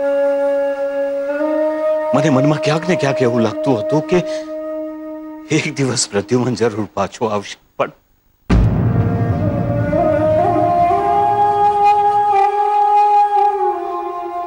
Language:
Gujarati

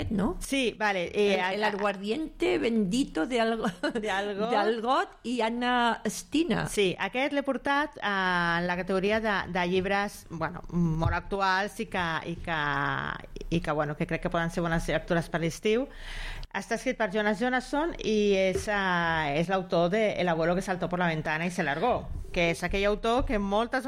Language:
Catalan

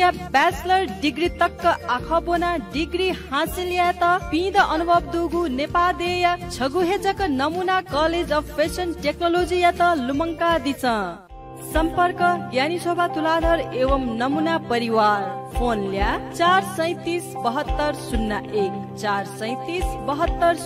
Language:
Newari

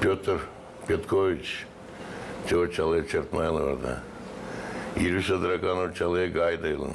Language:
Gagauz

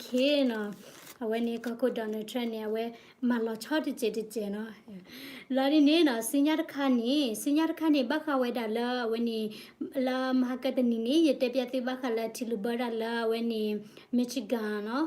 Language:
S'gaw Karen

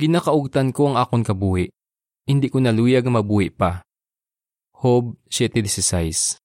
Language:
Hiligaynon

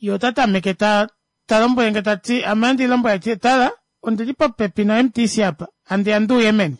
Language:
Kuanyama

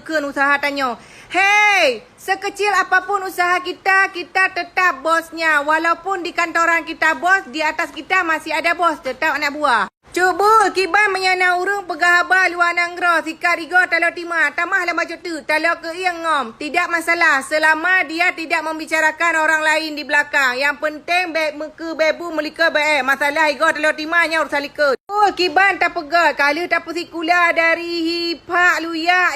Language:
Achinese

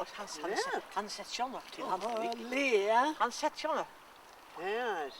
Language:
Faroese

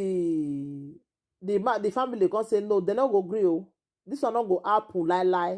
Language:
Nigerian Pidgin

